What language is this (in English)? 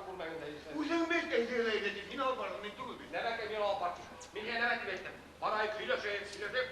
Bashkir